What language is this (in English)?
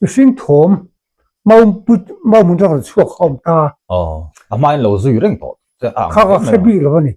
Mizo